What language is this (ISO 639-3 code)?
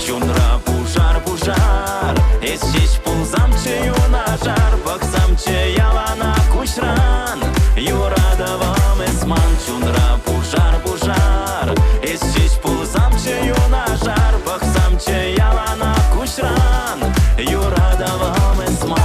chv